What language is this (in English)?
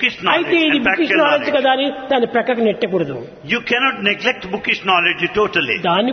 Telugu